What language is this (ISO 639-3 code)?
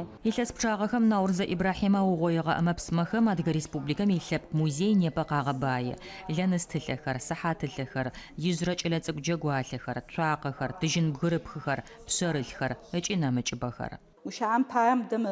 ady